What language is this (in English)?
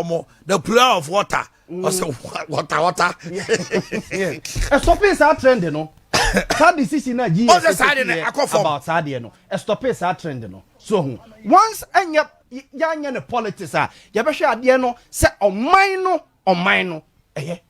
Akan